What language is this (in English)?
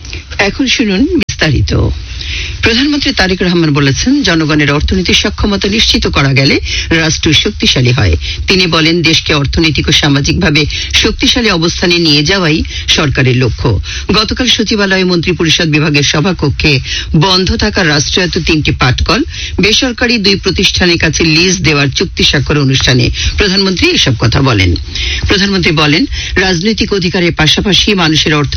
Bangla